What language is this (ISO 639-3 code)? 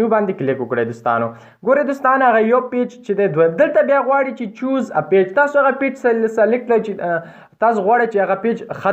pus